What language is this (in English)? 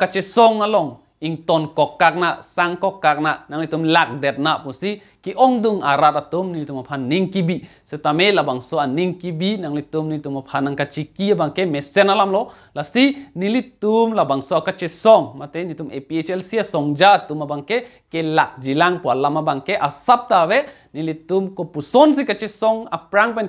Karbi